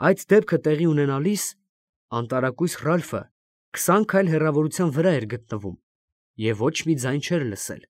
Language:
Armenian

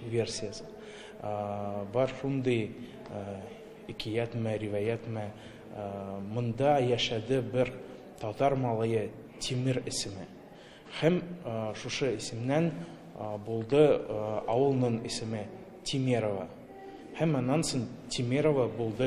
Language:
Tatar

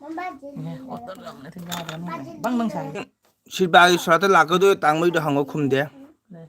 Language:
Manipuri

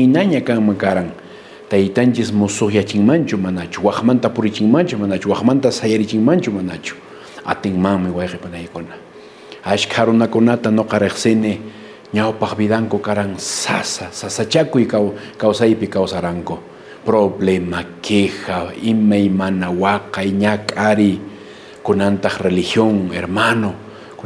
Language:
Quechua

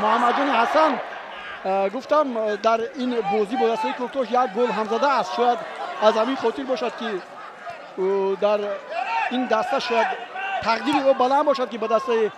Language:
Tajik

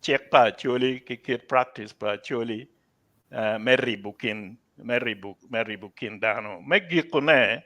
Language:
Acoli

